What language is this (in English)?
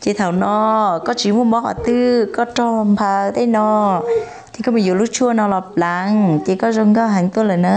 Hmong